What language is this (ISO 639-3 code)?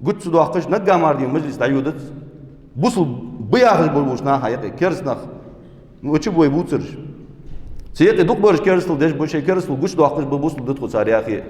inh